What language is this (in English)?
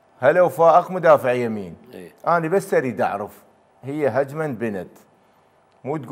Mesopotamian Arabic